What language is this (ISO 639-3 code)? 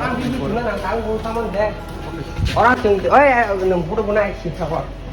trp